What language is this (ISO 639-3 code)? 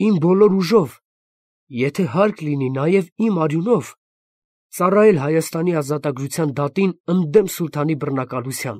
hye